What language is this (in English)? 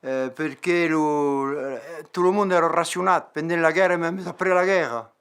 Occitan